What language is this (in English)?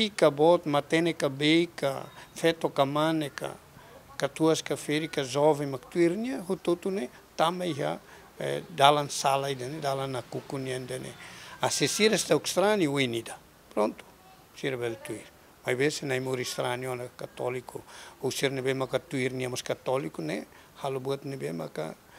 Tetum